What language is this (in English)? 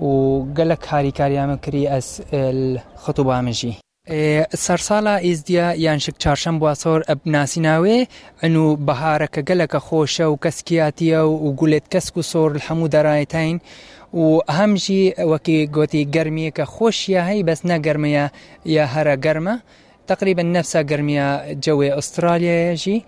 Kurdish